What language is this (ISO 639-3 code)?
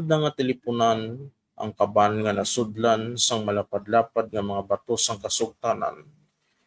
hil